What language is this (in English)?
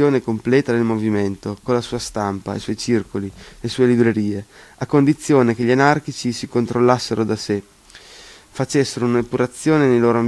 Italian